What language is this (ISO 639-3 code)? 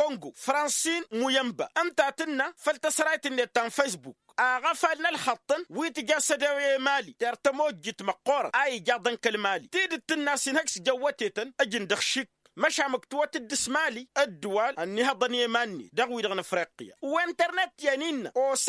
taq